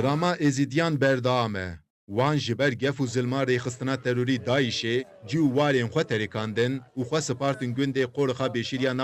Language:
Kurdish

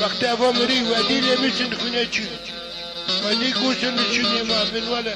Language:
Kurdish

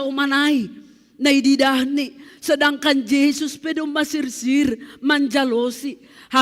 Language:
Batak Simalungun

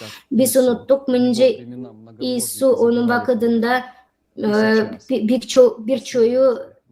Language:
Gagauz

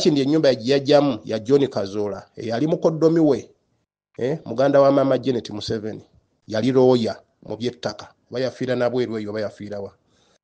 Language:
Ganda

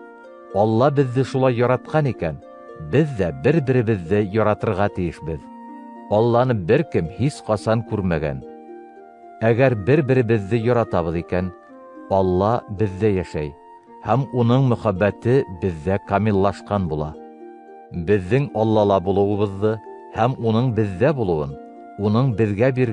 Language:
Bashkir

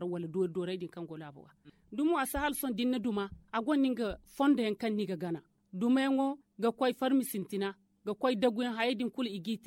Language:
Zarma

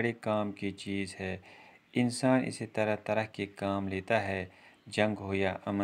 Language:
Kashmiri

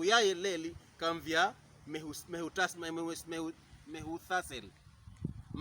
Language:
Pokomo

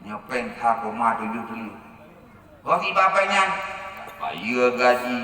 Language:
Achinese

